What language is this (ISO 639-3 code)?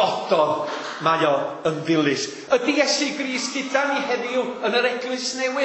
cym